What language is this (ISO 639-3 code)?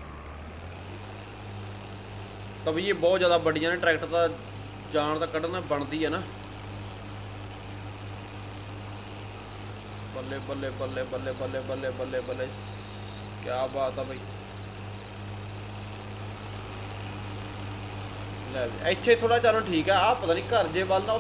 pan